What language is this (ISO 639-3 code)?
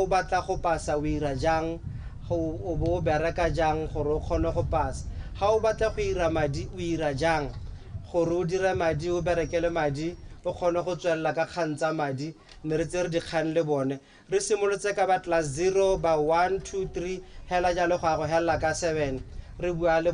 tsn